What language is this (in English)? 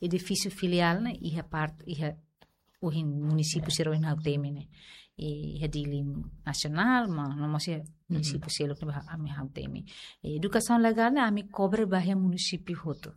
Tetum